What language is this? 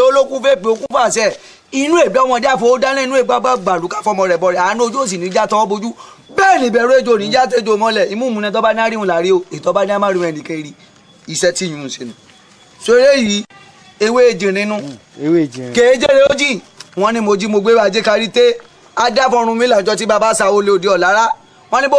Yoruba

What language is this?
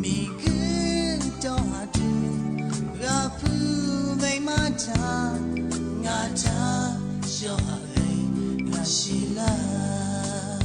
Lahu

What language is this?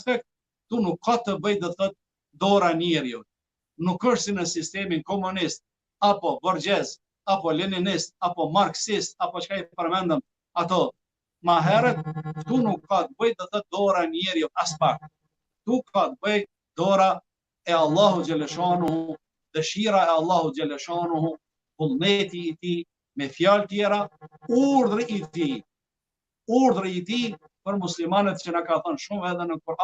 Albanian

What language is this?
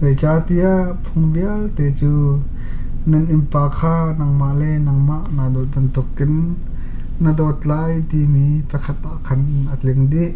Hakha Chin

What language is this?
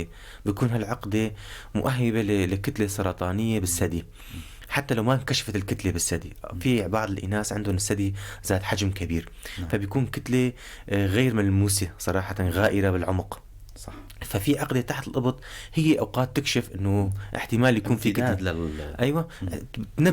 North Levantine Arabic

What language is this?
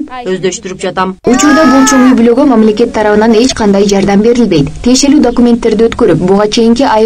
Kyrgyz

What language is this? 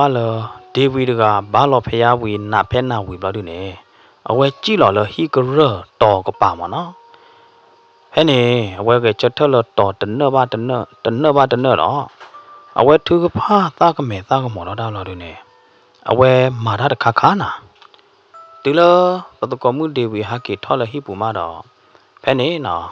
S'gaw Karen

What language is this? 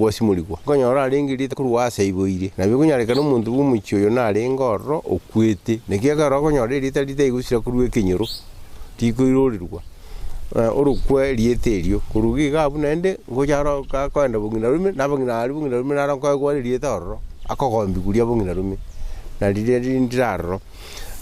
Gusii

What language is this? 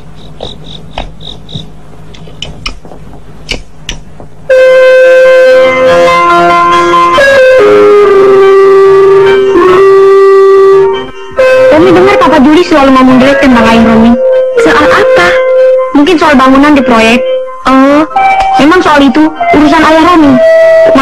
Indonesian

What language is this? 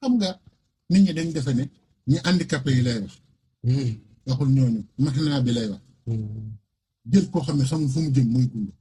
Wolof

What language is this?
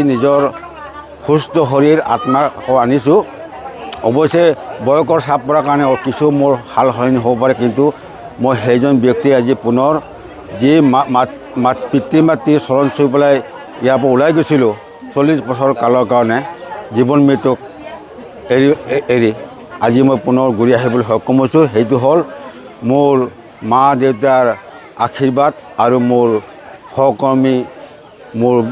Assamese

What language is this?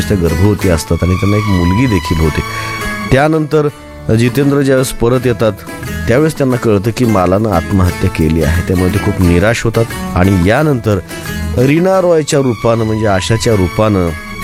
Marathi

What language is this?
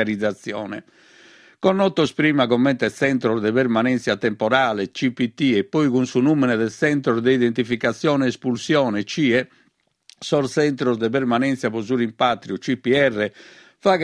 Sardinian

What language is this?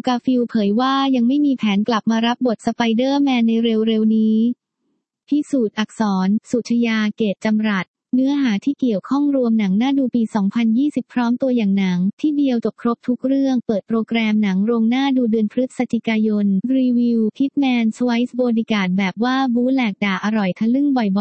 Thai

